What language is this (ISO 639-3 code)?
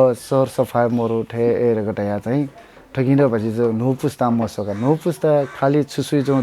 new